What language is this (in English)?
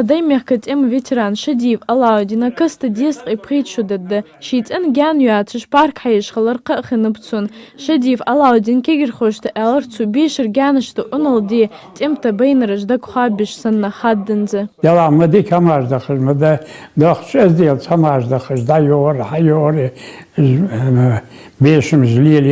Ingush